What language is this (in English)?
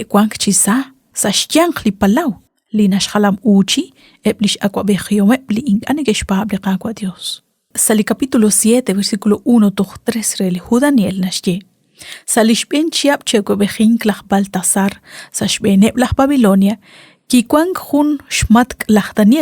Kekchí